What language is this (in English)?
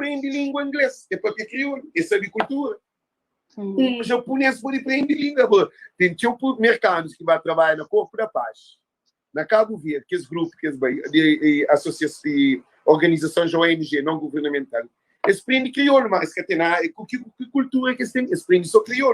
Kabuverdianu